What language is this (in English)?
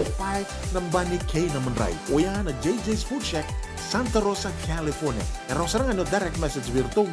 Fijian